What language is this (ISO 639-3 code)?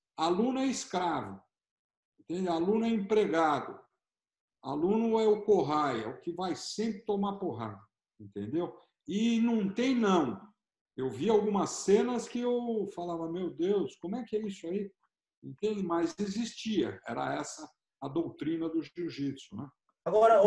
por